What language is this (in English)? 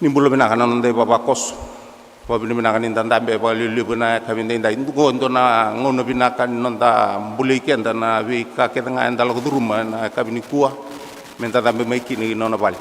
Fijian